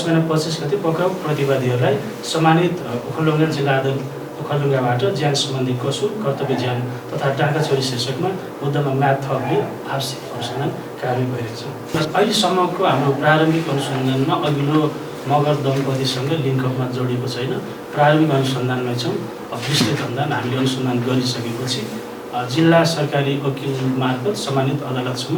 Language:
Nepali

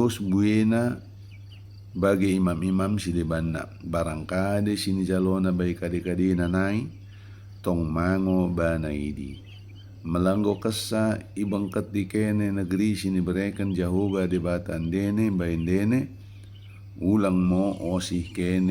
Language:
Batak Dairi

